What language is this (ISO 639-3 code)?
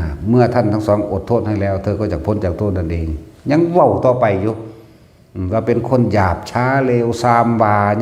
lao